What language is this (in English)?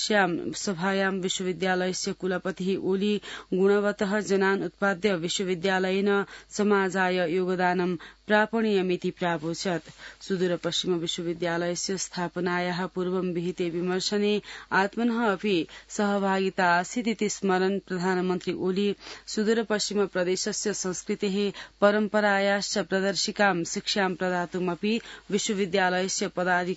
Sanskrit